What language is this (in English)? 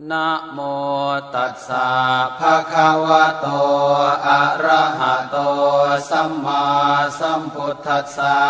Pali